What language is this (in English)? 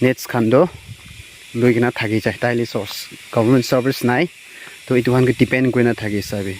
Naga Pidgin